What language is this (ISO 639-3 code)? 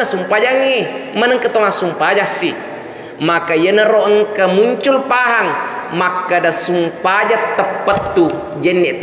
bug